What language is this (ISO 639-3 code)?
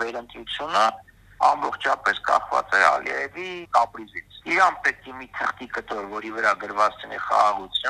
hye